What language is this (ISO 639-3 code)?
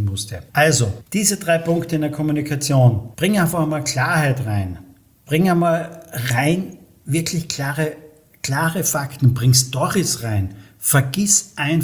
deu